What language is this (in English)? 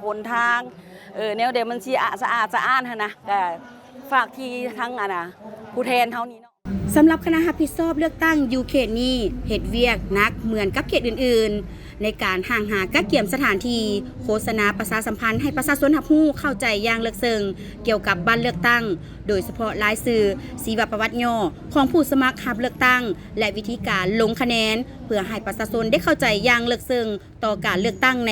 Lao